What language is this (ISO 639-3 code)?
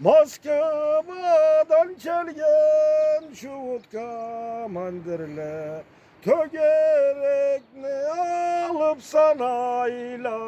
krc